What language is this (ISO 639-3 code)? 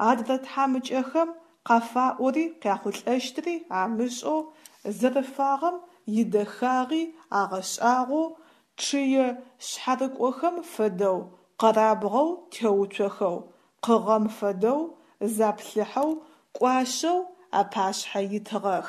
ady